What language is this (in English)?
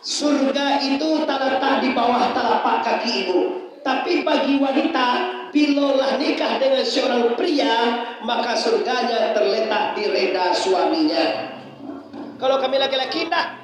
Minangkabau